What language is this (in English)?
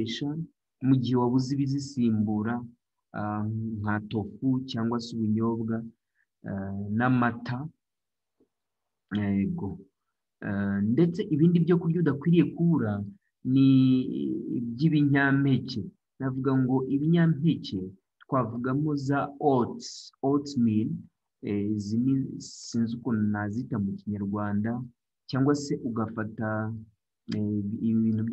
Kinyarwanda